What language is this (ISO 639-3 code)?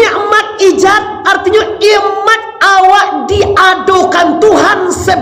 min